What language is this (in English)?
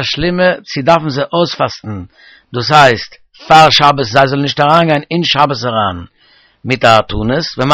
Yiddish